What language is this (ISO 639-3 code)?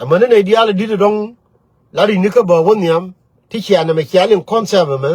nus